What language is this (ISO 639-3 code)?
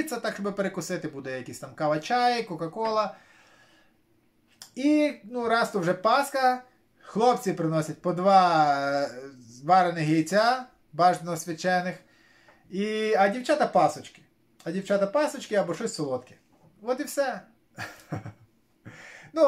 ukr